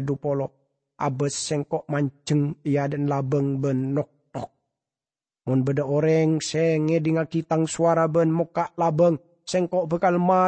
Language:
Madurese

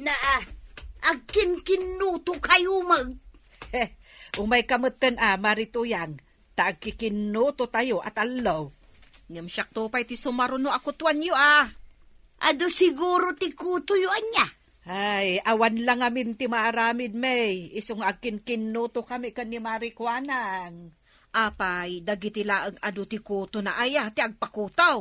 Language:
Iloko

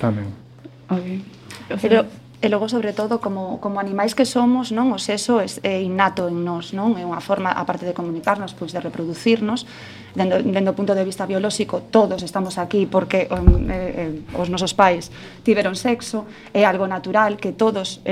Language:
Galician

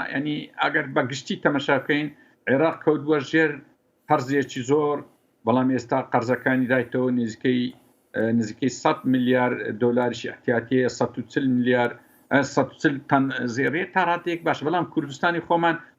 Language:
Central Kurdish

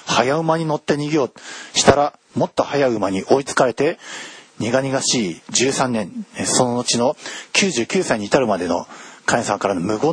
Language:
Japanese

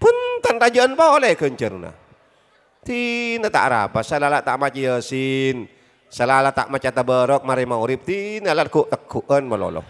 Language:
Madurese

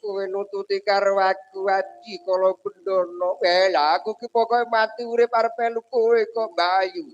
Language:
Javanese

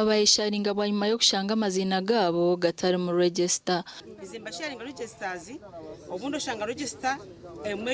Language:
Nyankole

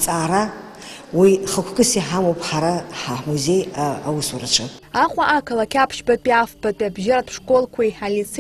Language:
Abkhazian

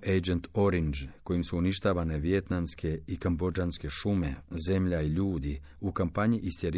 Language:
Croatian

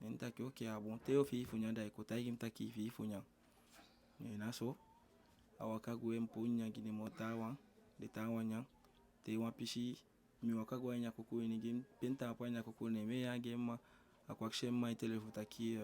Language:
Eastern Maroon Creole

